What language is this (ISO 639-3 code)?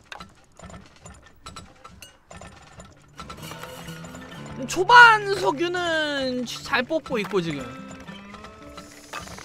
kor